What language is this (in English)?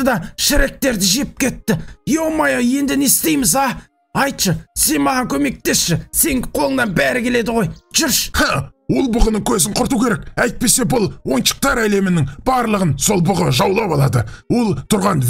Kazakh